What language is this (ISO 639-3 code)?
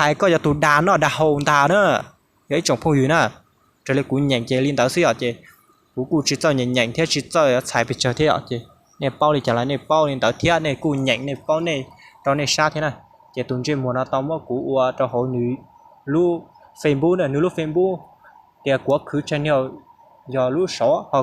hmn